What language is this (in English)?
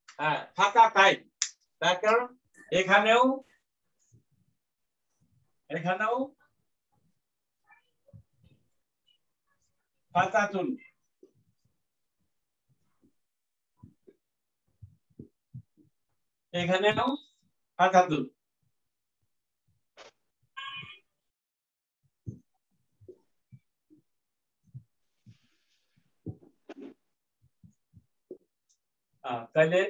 Bangla